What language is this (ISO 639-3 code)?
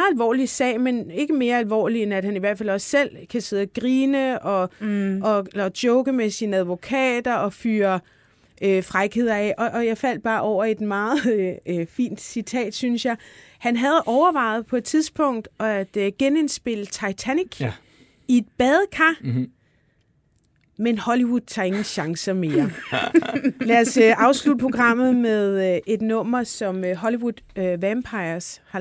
dan